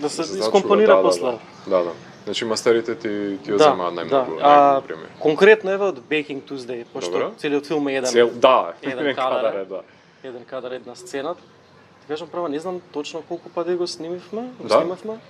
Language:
Macedonian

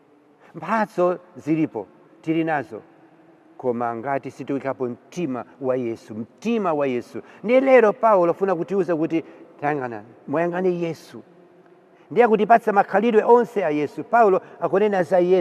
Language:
Nyanja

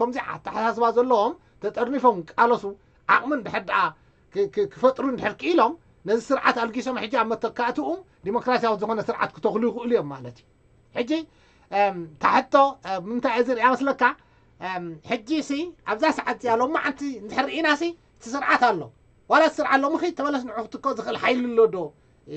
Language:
Tigrinya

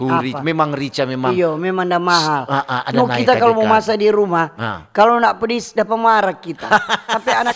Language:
Manado Malay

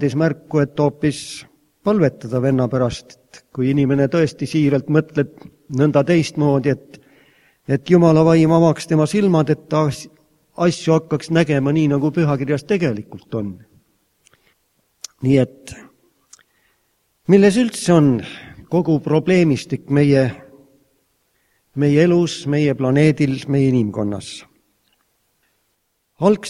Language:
Estonian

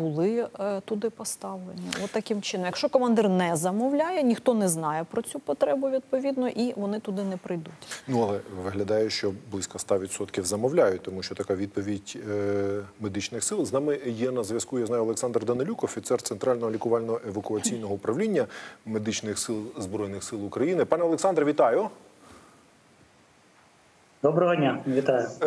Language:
Ukrainian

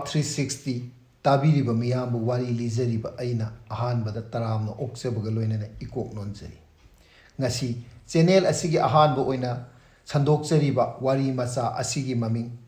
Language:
Manipuri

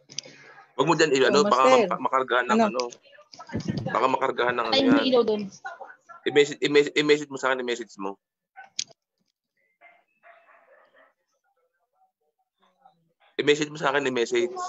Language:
Filipino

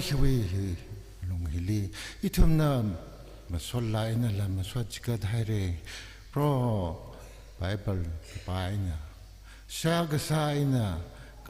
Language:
Tangkhul Naga (India)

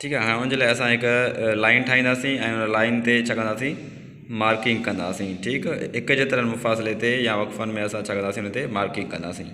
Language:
Sindhi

